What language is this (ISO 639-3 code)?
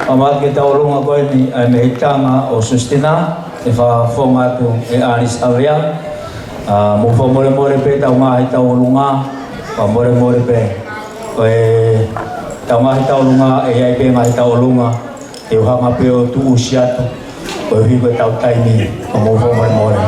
ton